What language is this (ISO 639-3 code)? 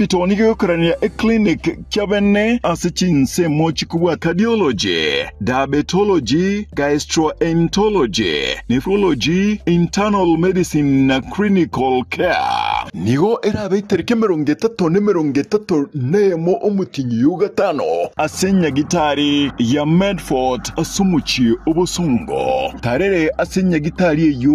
guz